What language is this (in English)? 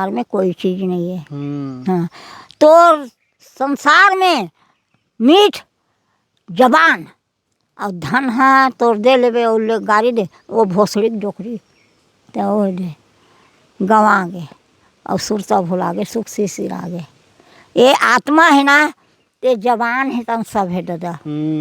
Chhattisgarhi